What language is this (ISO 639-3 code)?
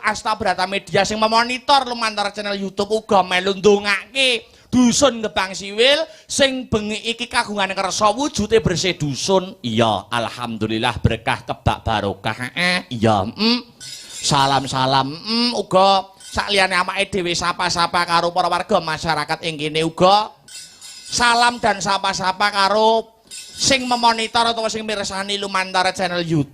jav